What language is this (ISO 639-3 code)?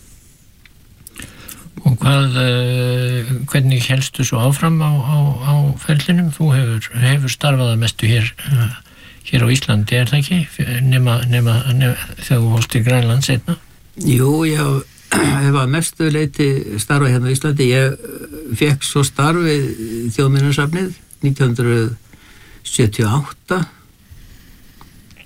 isl